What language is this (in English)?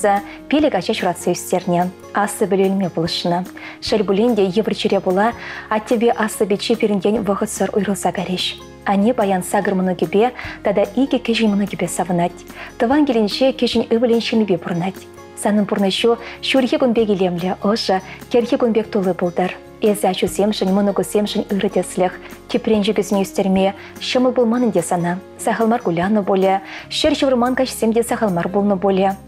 Chuvash